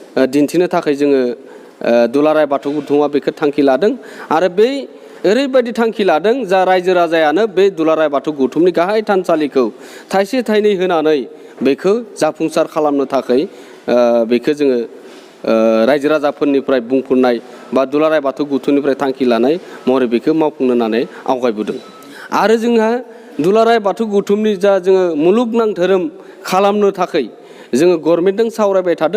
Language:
Bodo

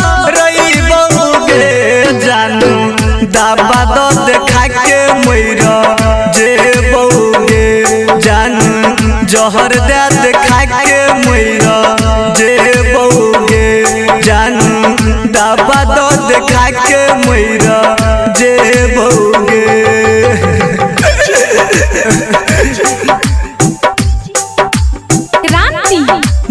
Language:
Bhojpuri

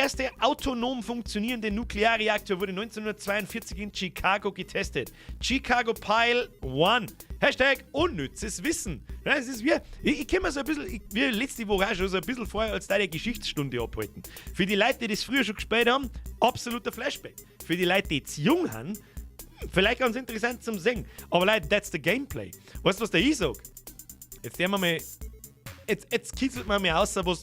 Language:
Bavarian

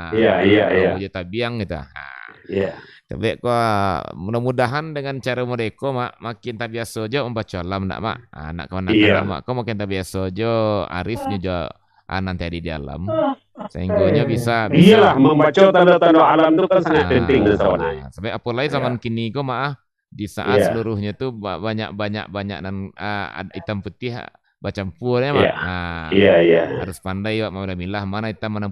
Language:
Minangkabau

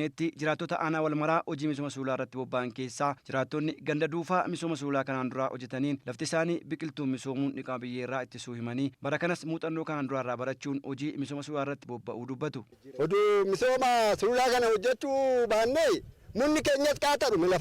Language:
Oromo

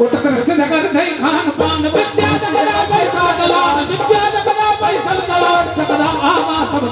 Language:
Maithili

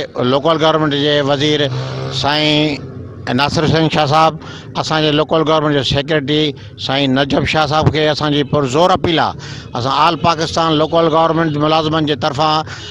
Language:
Sindhi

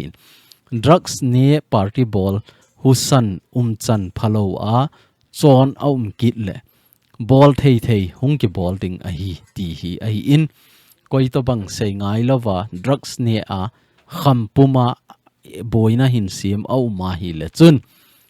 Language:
Thado Chin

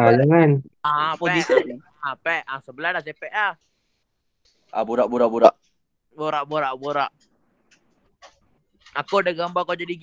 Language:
Malay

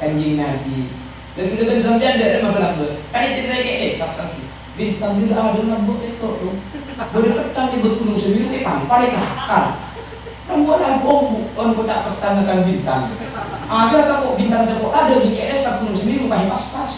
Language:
Madurese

